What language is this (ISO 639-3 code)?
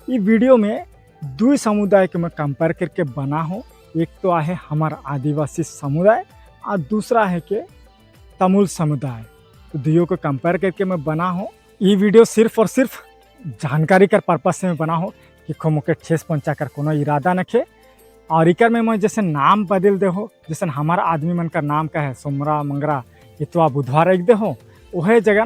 sck